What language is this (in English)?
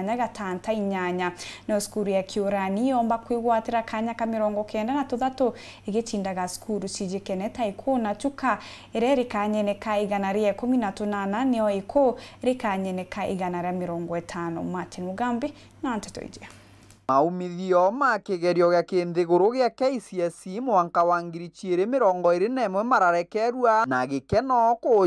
Meru